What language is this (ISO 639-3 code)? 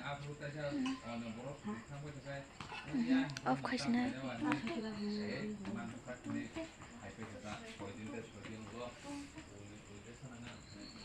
trp